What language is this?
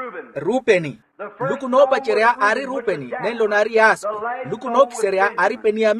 Makhuwa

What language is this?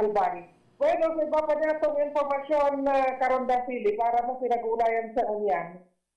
Bikol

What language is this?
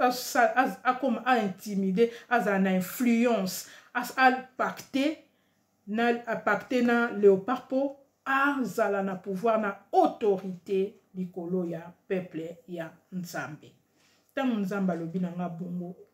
Lingala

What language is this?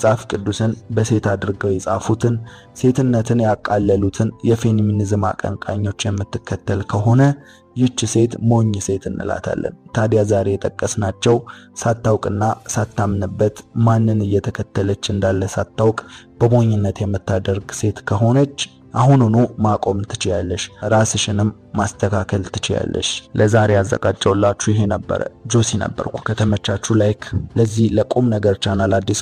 Amharic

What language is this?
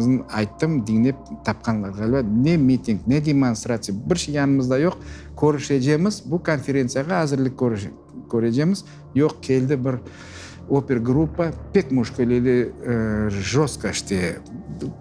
Crimean Tatar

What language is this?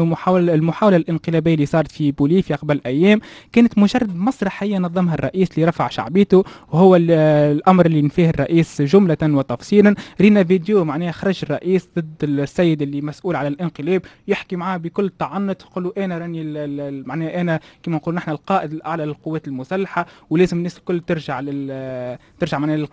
Tunisian Arabic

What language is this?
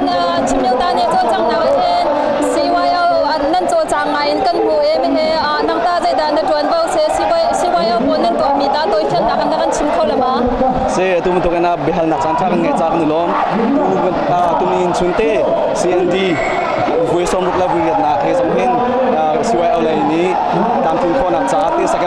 Hakha Chin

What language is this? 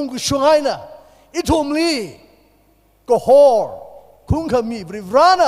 Tangkhul Naga (India)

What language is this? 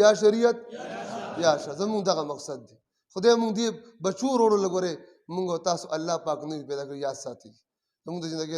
Pashto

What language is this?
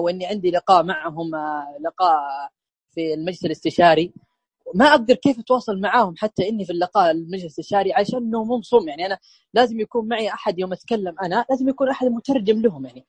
Najdi Arabic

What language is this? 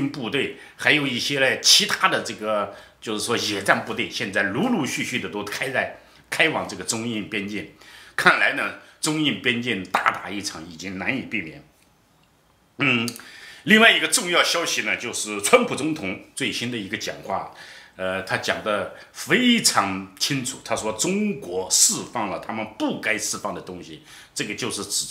Chinese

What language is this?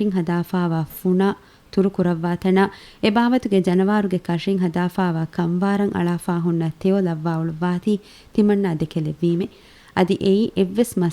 Divehi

